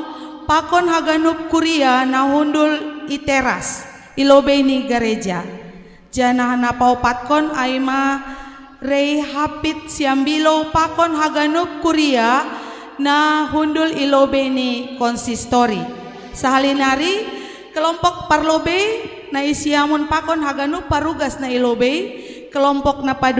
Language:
Batak Simalungun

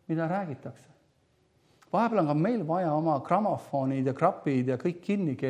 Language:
Estonian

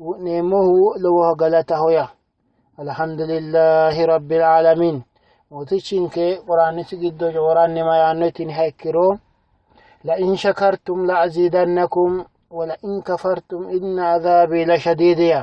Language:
Sidamo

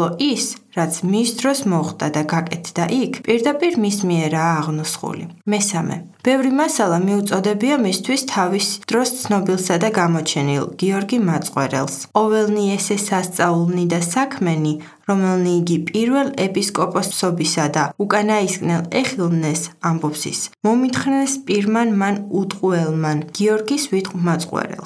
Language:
Georgian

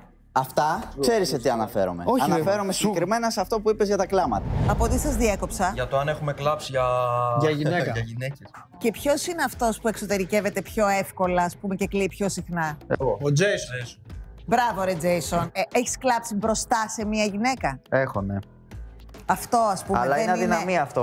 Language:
Greek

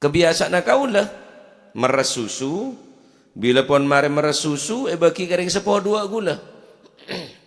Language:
Madurese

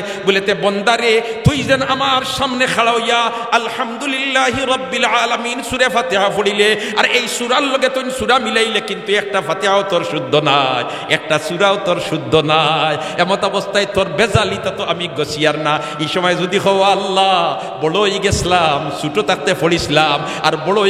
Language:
Sylheti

